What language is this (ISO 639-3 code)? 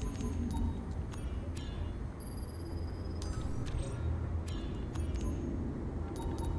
eng